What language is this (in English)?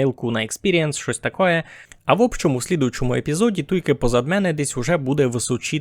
Rusyn